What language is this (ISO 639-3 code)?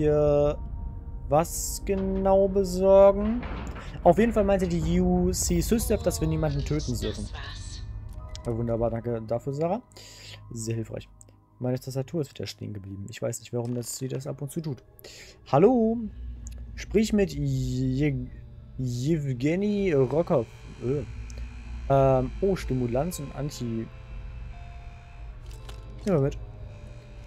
deu